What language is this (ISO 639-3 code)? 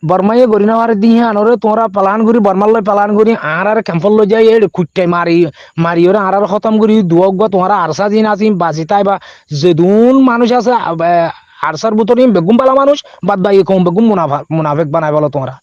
rhg